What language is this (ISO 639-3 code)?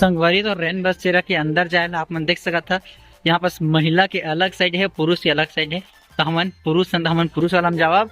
hne